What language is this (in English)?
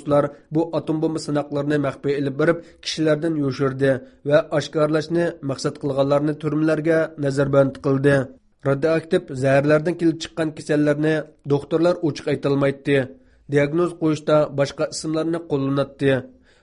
Uyghur